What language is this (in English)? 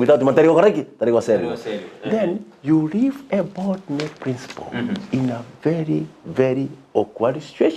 Gusii